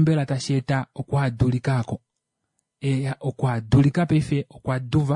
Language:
Kuanyama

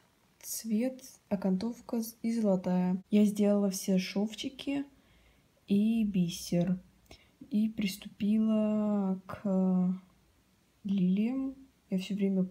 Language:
Russian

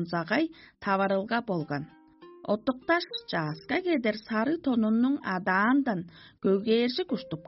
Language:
Tuvinian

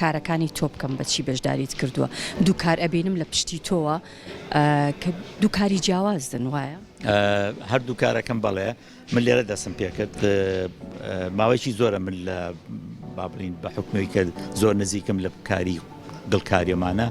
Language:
Central Kurdish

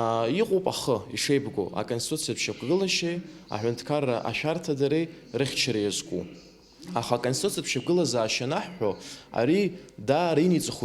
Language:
Abkhazian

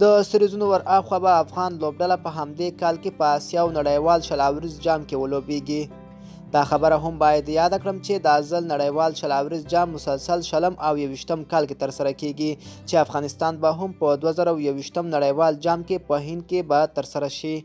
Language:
Pashto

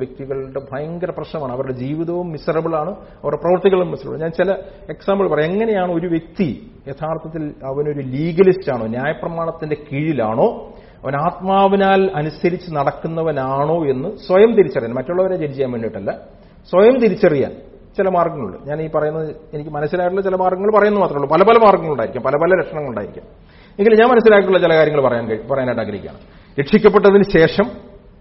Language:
Malayalam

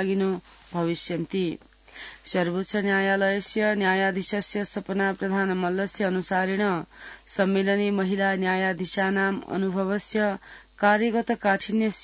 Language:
Sanskrit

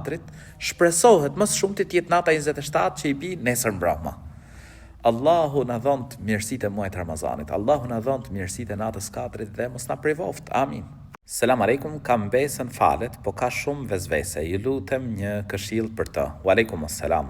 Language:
Albanian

